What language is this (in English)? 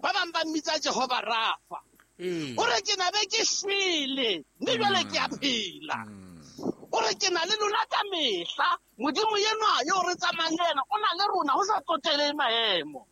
Southern Sotho